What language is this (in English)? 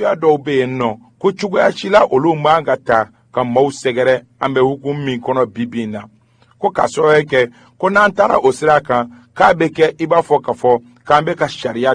Bambara